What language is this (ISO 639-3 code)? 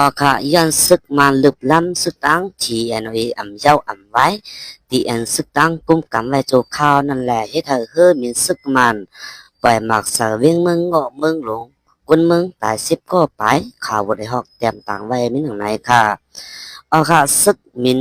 shn